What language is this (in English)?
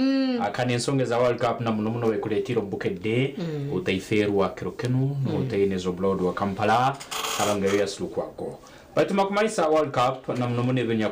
Nyankole